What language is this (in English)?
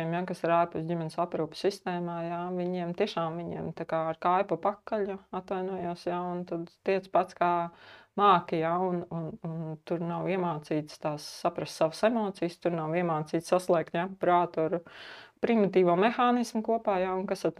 Latvian